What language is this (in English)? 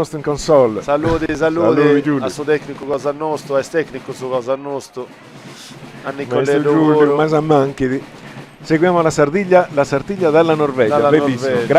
Sardinian